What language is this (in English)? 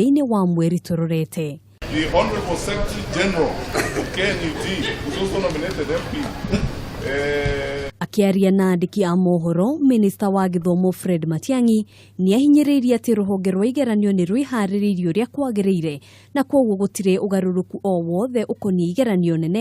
Kikuyu